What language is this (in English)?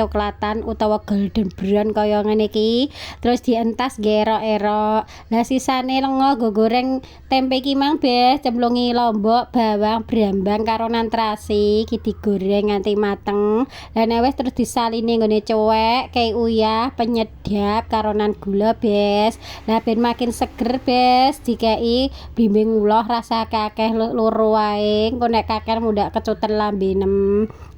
Javanese